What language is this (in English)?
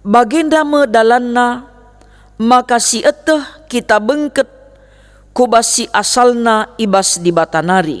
Batak Karo